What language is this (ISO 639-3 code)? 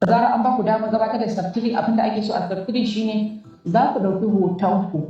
hau